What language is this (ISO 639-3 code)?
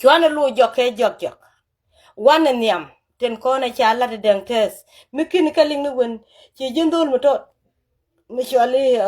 nus